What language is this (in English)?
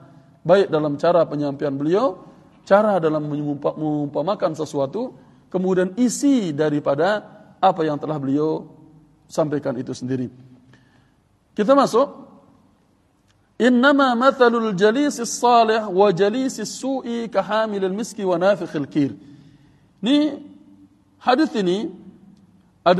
Indonesian